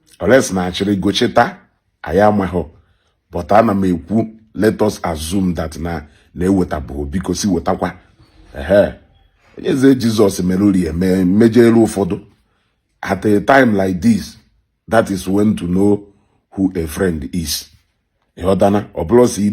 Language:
Igbo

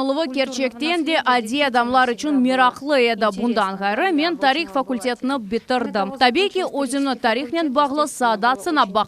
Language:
Crimean Tatar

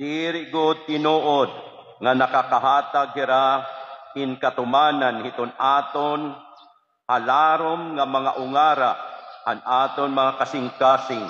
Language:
Waray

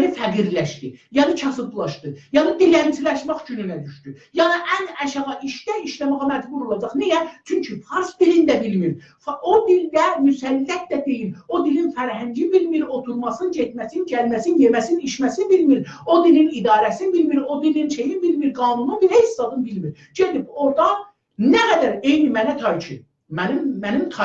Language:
South Azerbaijani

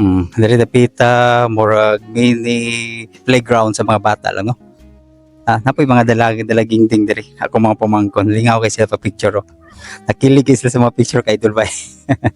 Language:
Cebuano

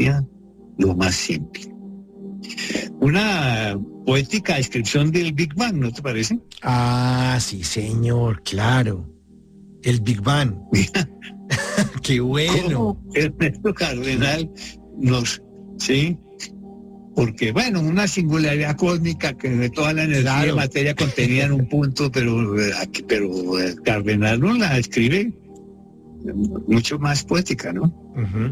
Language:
Spanish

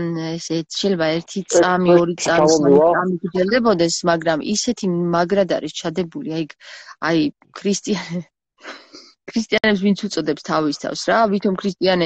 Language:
Georgian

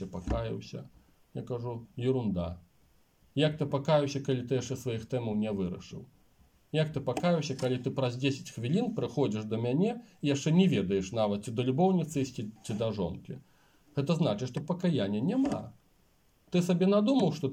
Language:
Belarusian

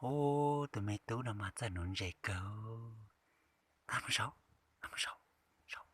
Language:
Hmong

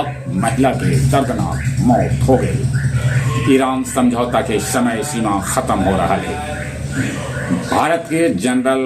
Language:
Magahi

